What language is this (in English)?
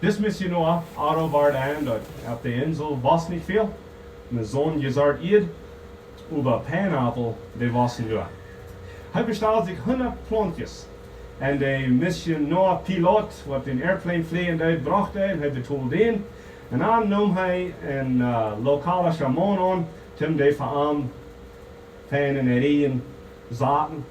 Plautdietsch